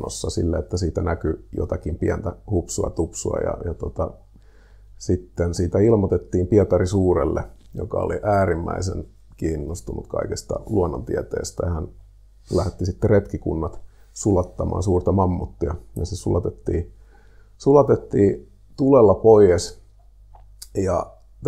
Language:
Finnish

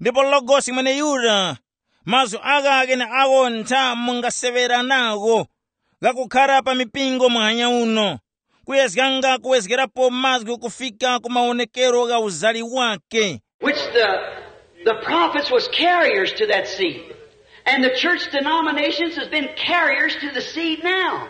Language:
Tumbuka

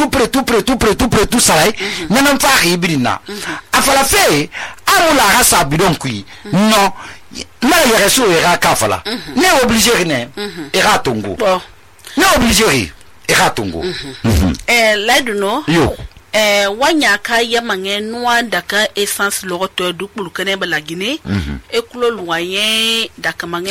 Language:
Susu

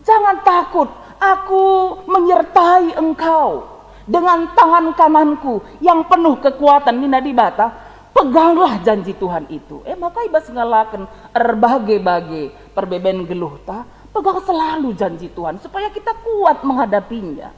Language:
Batak Karo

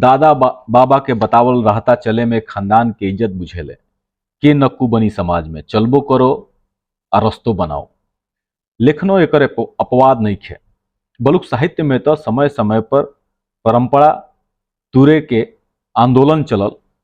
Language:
Bhojpuri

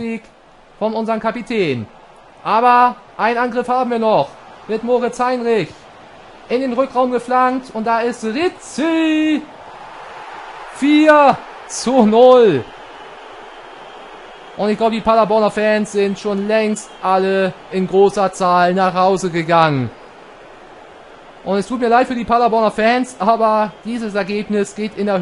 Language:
German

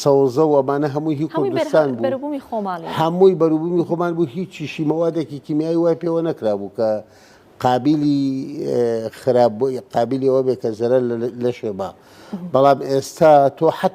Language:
Central Kurdish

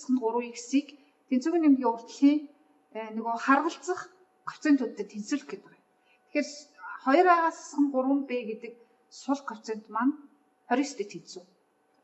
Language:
Mongolian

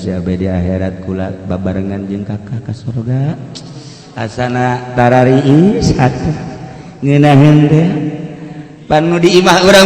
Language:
Sundanese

